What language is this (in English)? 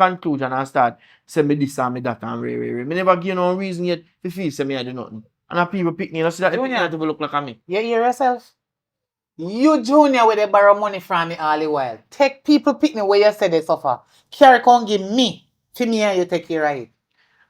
Jamaican Creole English